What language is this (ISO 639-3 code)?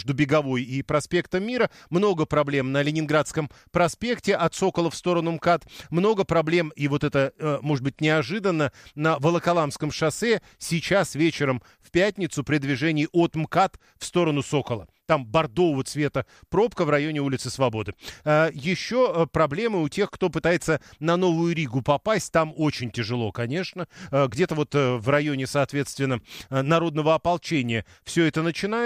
rus